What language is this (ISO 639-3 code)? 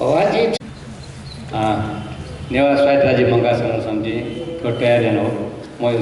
new